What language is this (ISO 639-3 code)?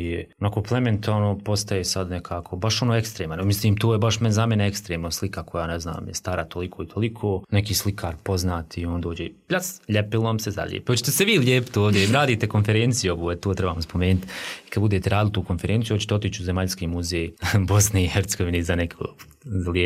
bos